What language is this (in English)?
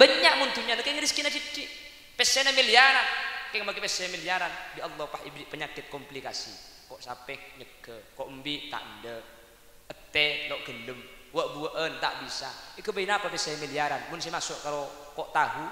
Madurese